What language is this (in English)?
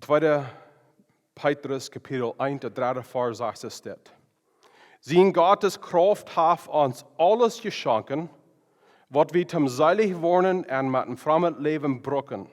Plautdietsch